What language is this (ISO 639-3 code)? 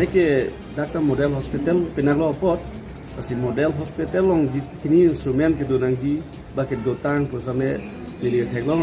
mjw